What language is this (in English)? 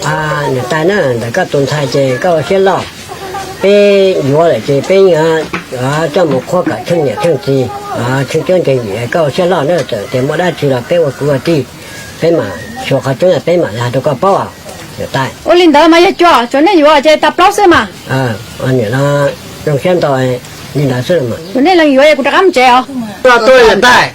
Hmong